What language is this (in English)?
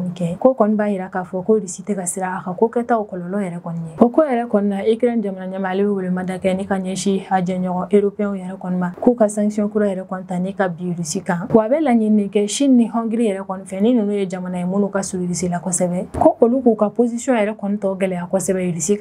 Bambara